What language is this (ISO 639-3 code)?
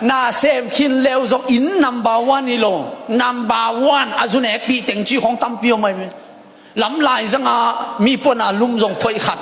ctd